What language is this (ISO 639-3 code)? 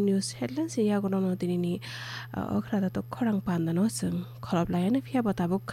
trp